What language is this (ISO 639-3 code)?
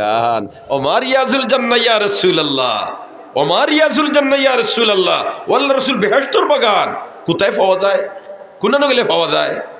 syl